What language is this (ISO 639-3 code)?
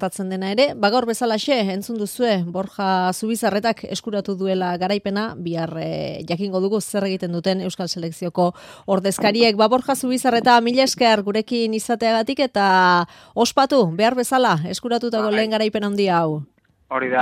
eus